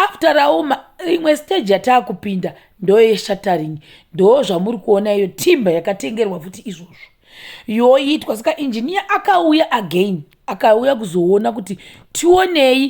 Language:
Shona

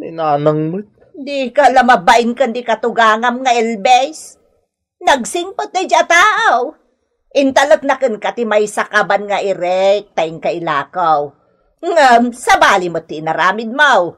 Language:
Iloko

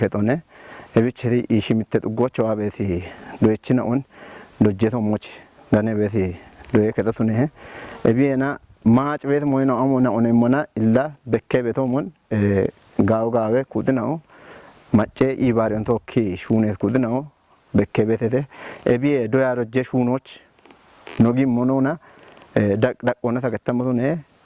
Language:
Kafa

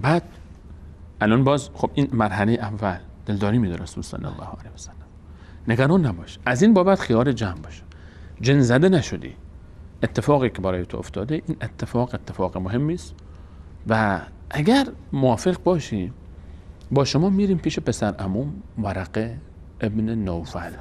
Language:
Persian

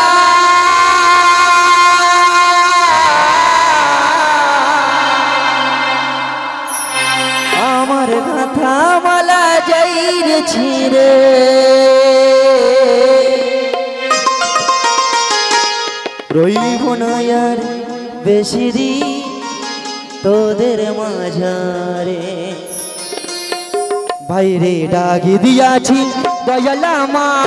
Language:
Bangla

